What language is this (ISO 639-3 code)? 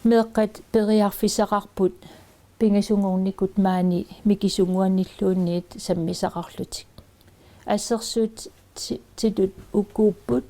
kal